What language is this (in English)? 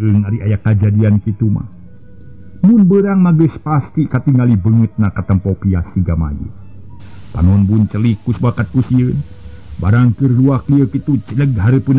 Sundanese